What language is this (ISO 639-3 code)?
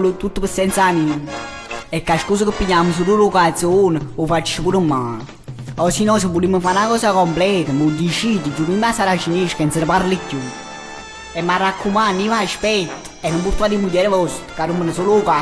nap